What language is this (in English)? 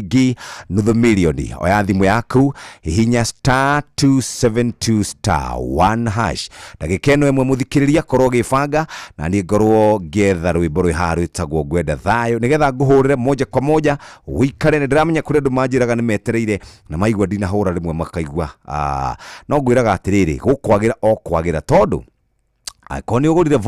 Kikuyu